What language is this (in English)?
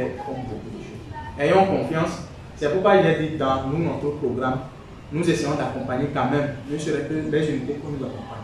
French